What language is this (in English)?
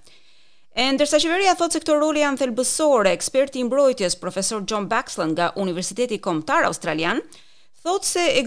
Albanian